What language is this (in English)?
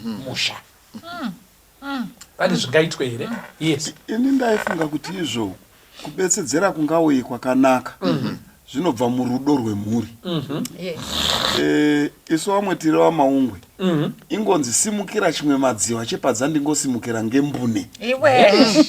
Shona